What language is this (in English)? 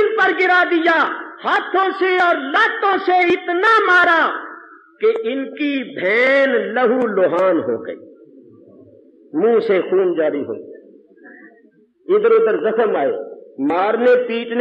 Urdu